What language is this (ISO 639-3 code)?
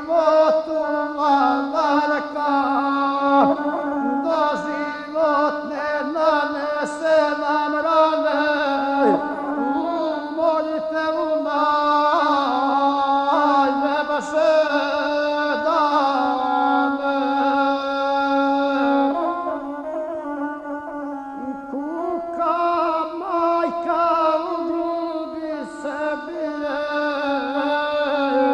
hrv